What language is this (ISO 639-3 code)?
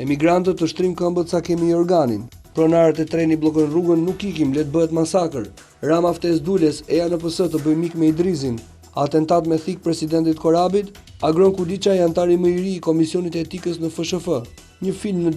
sqi